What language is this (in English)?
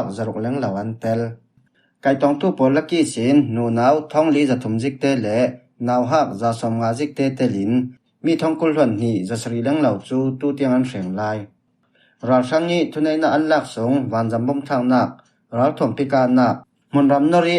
Falam Chin